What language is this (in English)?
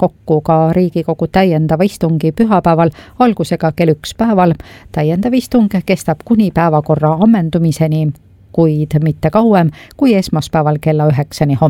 Estonian